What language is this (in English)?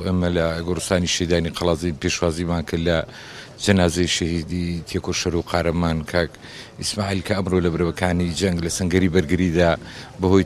Central Kurdish